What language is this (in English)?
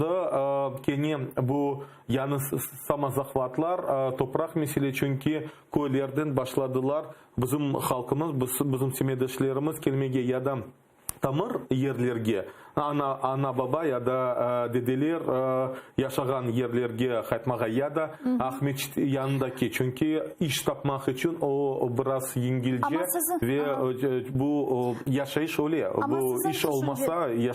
Crimean Tatar